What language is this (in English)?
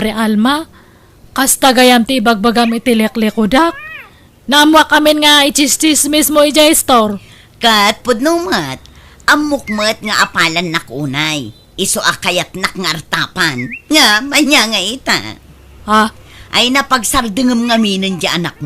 Iloko